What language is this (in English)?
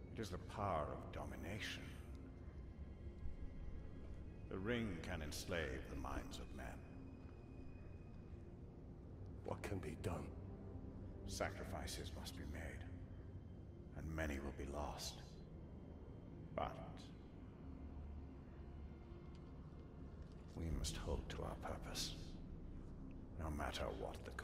English